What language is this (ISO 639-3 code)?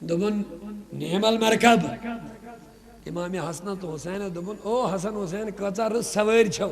kas